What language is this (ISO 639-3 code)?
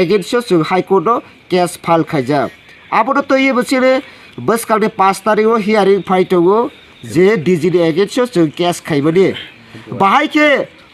trp